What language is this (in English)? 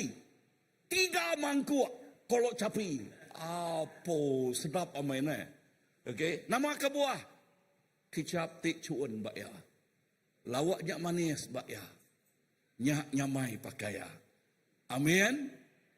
Iban